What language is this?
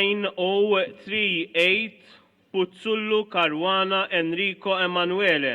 Maltese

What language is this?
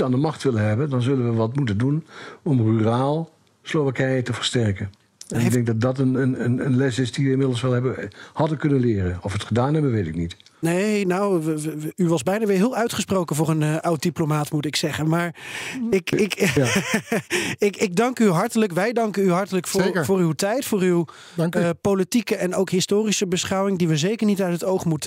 Dutch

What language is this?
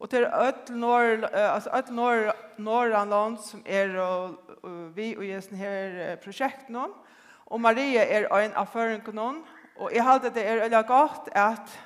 Faroese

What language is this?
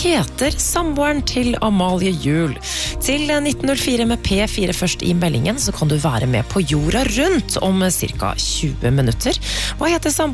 Norwegian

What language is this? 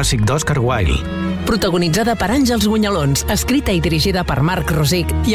Catalan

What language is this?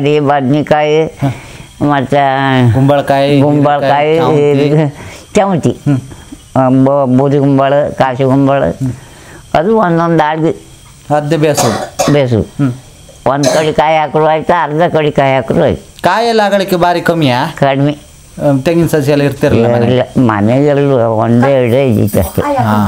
Kannada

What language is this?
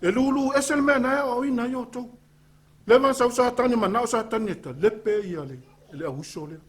Samoan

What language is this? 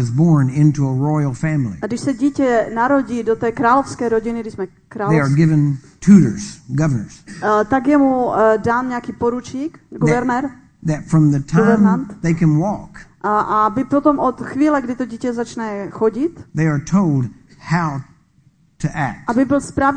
Czech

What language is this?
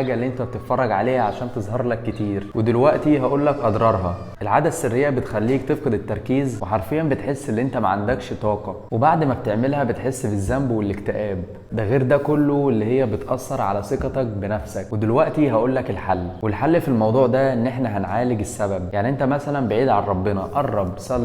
Egyptian Arabic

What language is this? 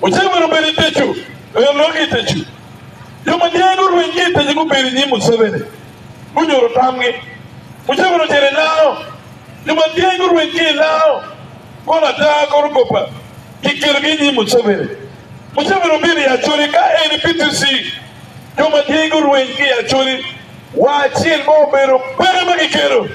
Acoli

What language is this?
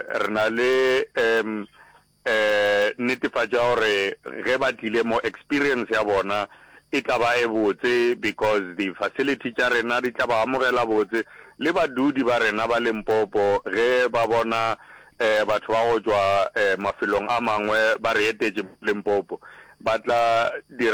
Northern Sotho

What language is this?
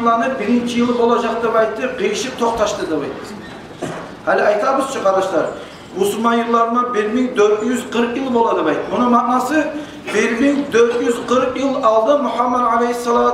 Kumyk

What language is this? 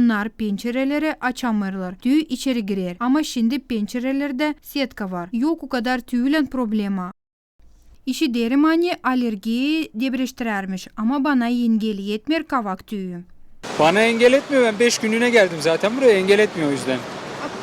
Gagauz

